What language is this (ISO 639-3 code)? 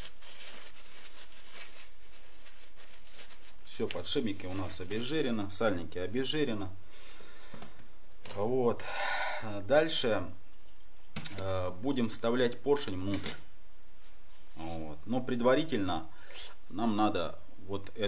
rus